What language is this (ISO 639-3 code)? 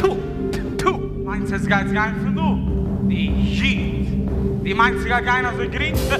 yid